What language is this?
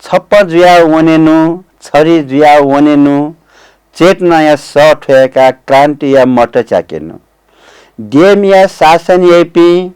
Newari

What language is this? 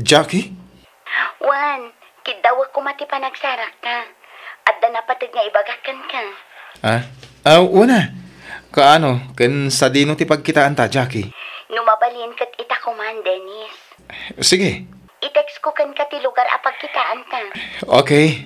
Iloko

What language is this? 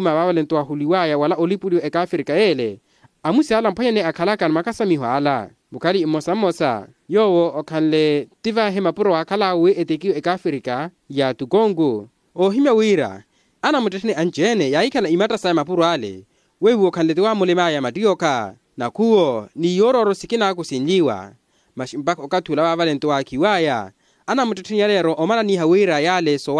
Makhuwa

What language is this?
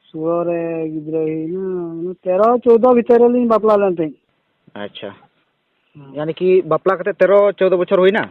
Santali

